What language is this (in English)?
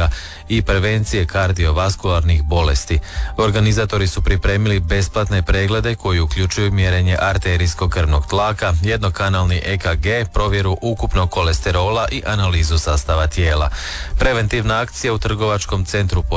Croatian